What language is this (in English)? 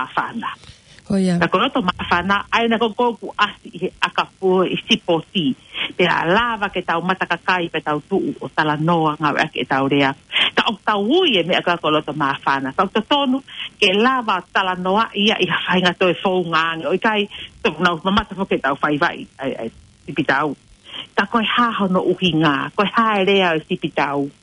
Tongan